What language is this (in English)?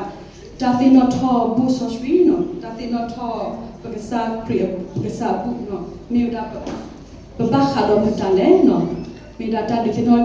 S'gaw Karen